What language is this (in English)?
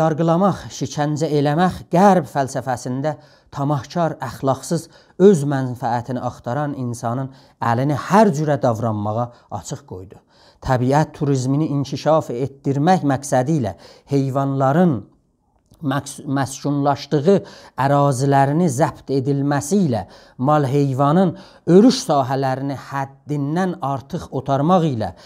South Azerbaijani